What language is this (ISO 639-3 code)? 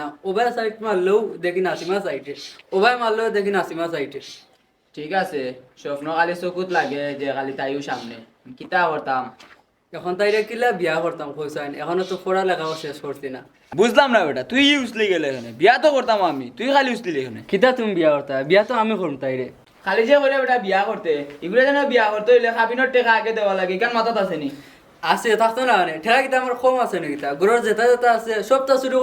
syl